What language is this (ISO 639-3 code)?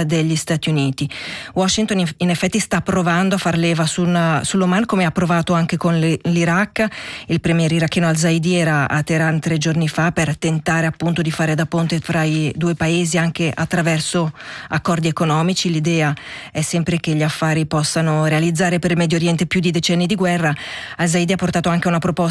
ita